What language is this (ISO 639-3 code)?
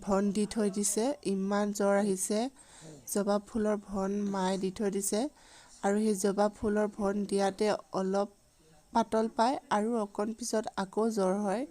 asm